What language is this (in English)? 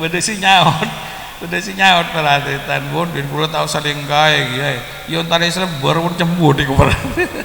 Madurese